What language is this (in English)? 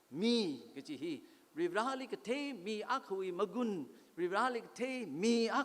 Tangkhul Naga (India)